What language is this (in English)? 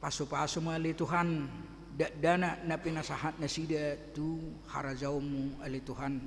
Batak Toba